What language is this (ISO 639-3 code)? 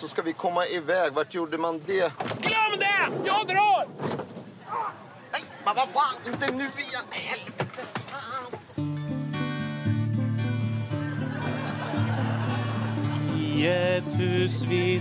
swe